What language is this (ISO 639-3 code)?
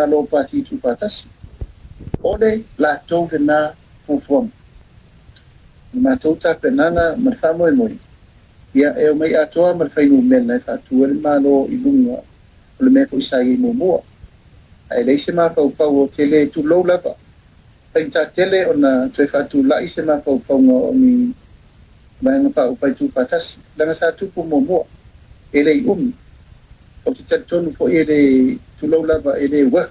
smo